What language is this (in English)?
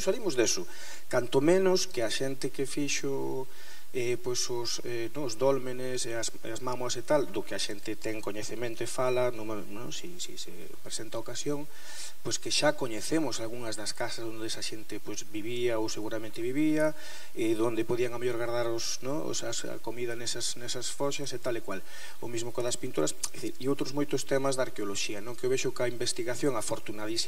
Galician